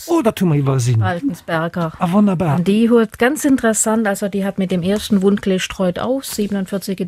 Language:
Luxembourgish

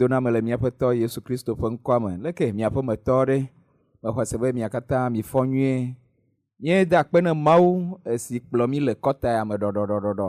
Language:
Ewe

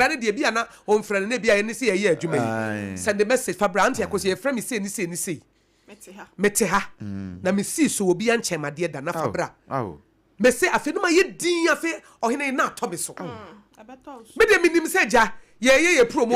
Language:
Akan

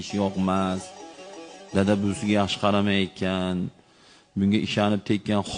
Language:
Uzbek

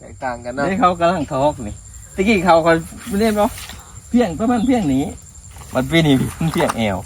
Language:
Northeastern Thai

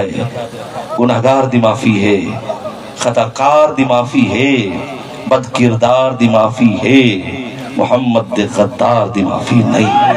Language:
Saraiki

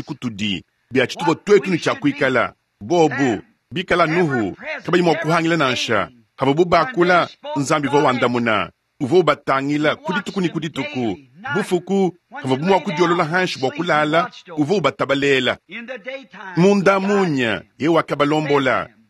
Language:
Luba-Lulua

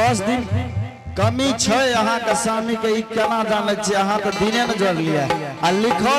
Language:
Angika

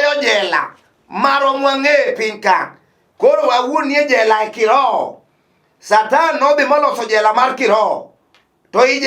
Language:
Luo (Kenya and Tanzania)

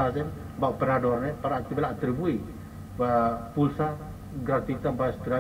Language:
Tetum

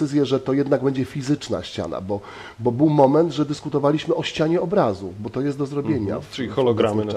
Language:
Polish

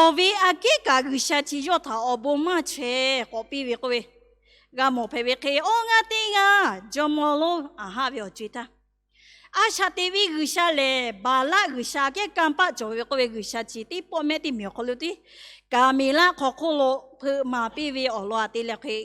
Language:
Lahu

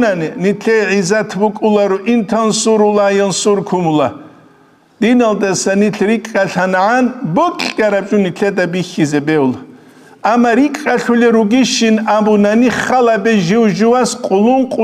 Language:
Avaric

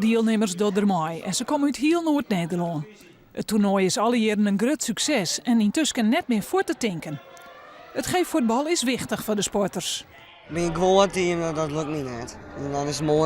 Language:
Western Frisian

